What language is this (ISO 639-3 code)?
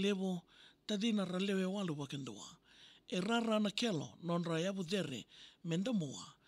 fij